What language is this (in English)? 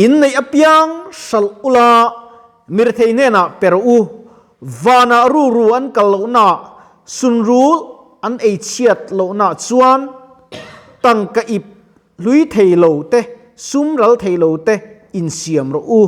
Mizo